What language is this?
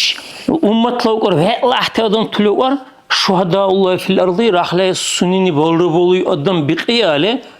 Dargwa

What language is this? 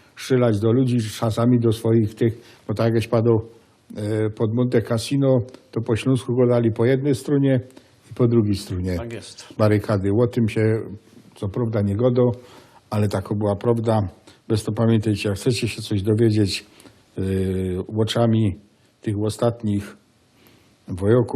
Silesian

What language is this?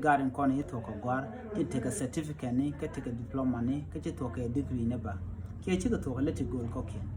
Nuer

